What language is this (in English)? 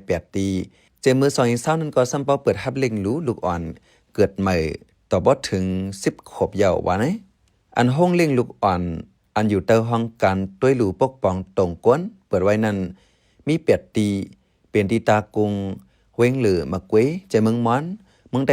Shan